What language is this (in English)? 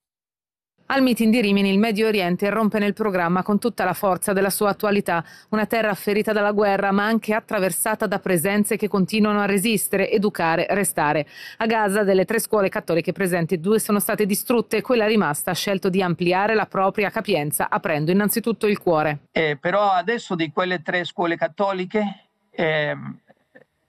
Italian